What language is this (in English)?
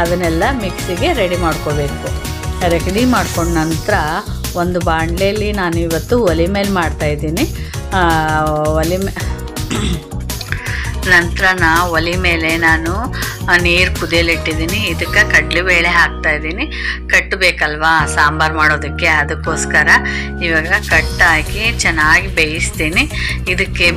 Kannada